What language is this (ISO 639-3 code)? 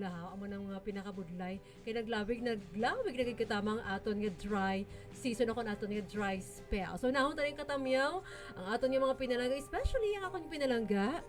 hil